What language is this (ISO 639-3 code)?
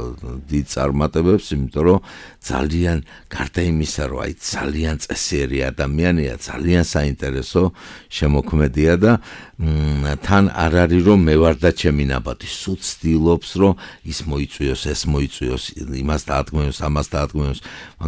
kat